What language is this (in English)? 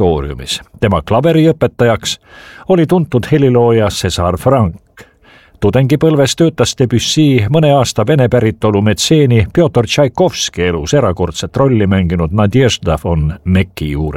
Estonian